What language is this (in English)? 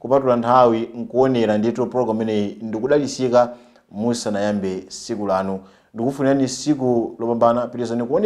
Nyanja